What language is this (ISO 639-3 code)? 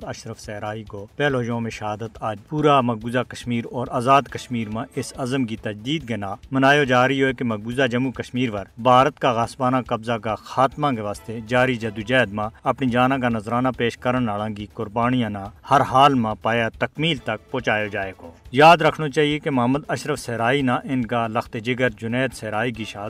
gju